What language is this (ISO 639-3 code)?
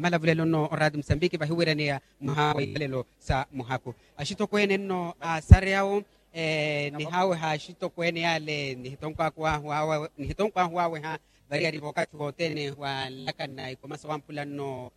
vmw